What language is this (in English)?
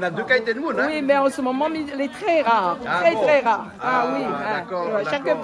Réunion Creole French